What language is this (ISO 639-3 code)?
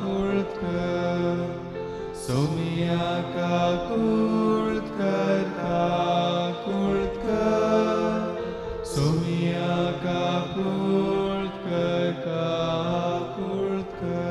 kok